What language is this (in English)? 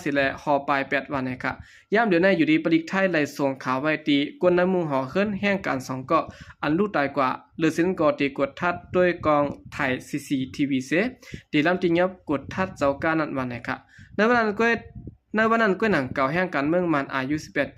Shan